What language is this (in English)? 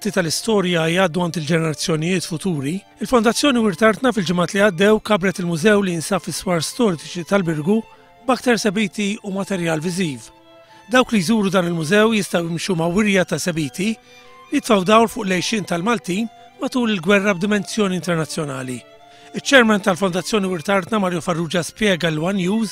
Maltese